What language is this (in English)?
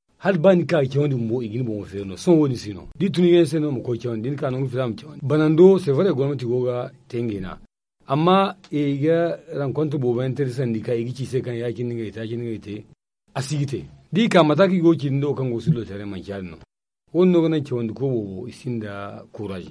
Zarma